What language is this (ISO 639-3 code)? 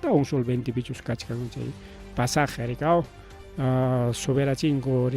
quy